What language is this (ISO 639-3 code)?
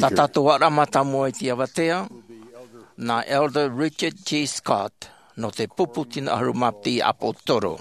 tah